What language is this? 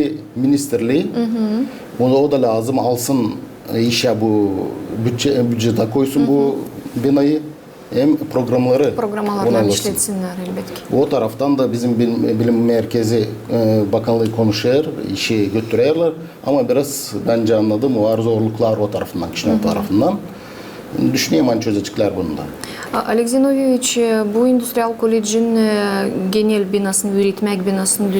Gagauz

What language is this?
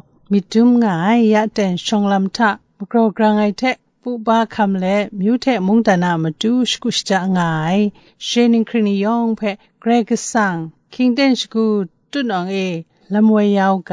Kachin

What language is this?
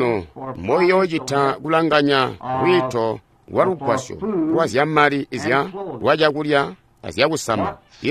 Tonga (Zambia)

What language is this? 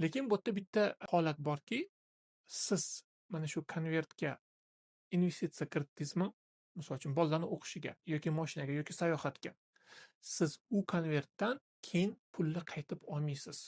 Uzbek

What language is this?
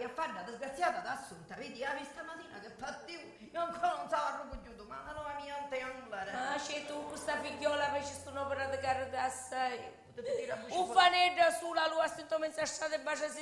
Sicilian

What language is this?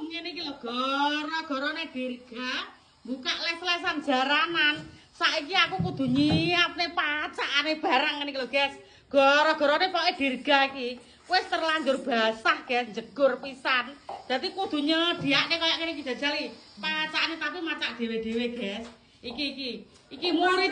Javanese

